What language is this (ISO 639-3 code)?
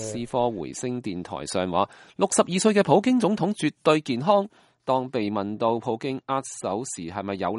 yue